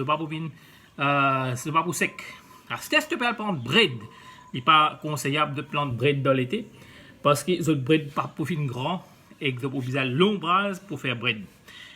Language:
Morisyen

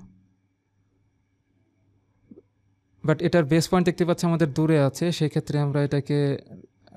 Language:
Bangla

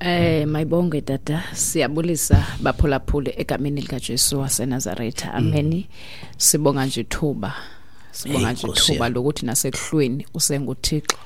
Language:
Xhosa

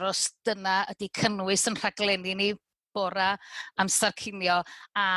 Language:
Welsh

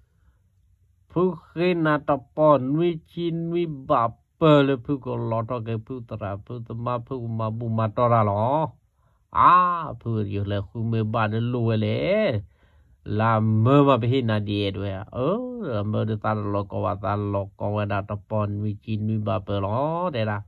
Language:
S'gaw Karen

